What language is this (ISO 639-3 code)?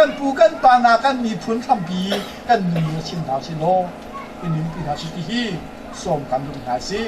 cnh